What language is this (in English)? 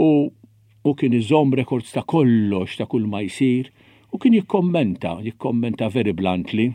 Maltese